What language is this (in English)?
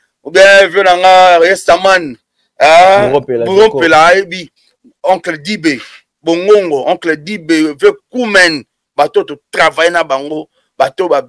Lingala